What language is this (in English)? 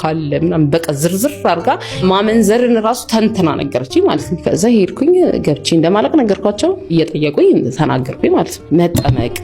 Amharic